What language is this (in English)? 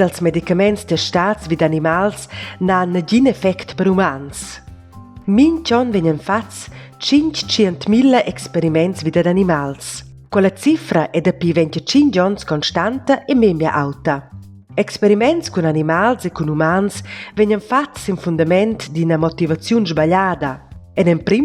Romansh